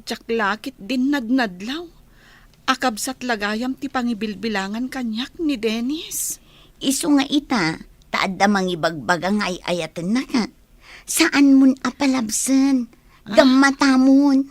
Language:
Iloko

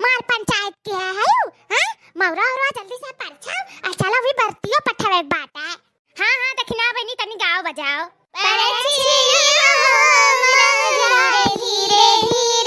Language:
Awadhi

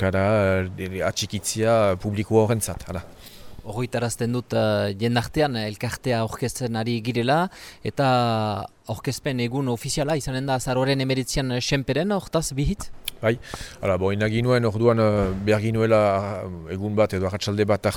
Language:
Basque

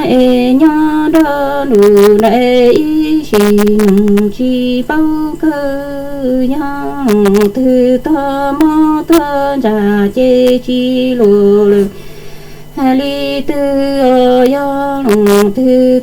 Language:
Hmong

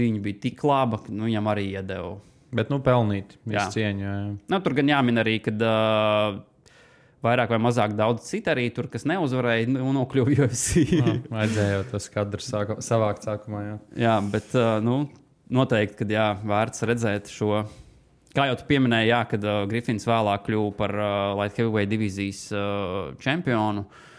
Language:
Latvian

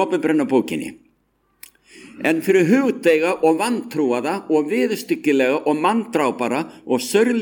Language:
Icelandic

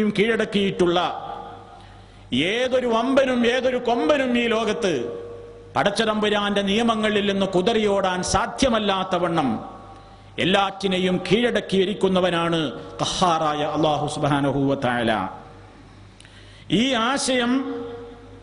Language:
Malayalam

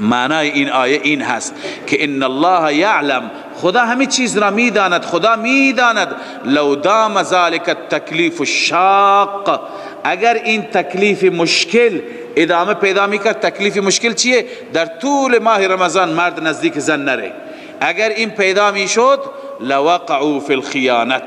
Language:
Persian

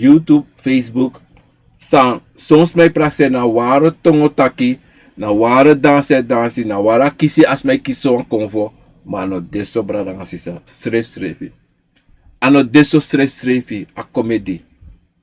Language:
Sranan Tongo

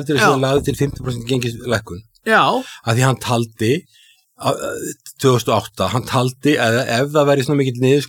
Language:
Icelandic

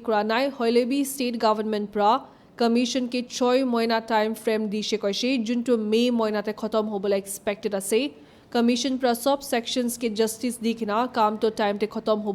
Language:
Naga Pidgin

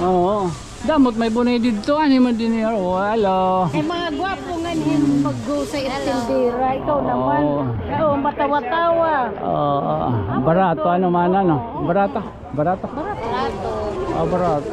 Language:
Waray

